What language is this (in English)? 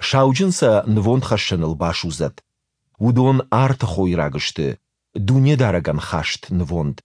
Ossetic